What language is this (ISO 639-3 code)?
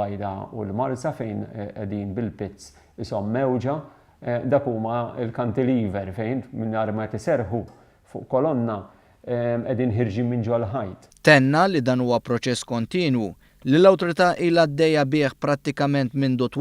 mlt